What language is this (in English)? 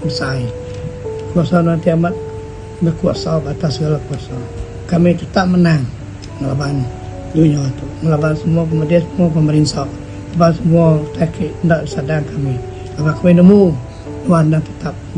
Iban